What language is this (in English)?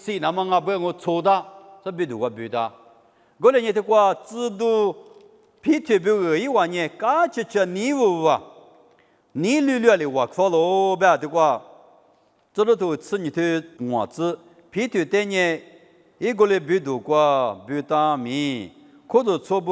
Lisu